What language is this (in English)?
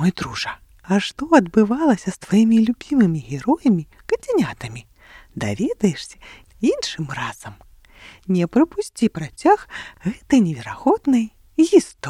Belarusian